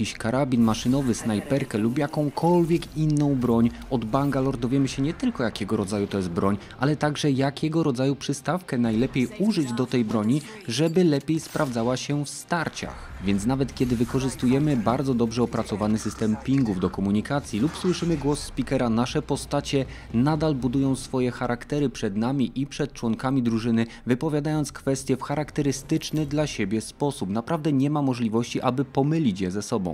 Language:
Polish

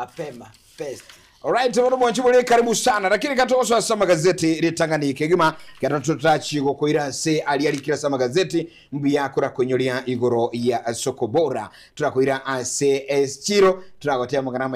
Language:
Gusii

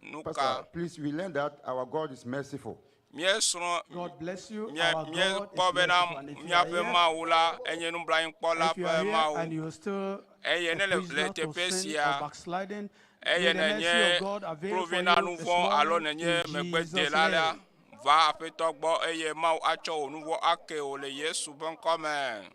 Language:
Ewe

